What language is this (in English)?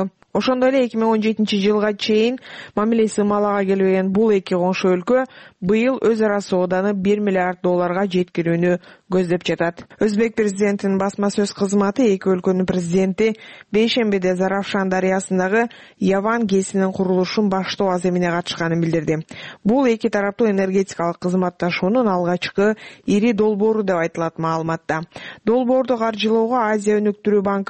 Kyrgyz